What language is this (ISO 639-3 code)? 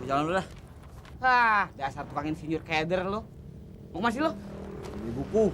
bew